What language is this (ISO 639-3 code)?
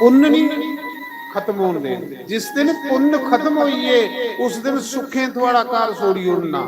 doi